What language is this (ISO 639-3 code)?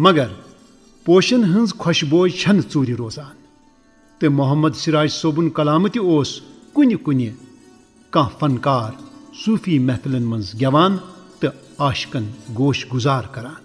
kas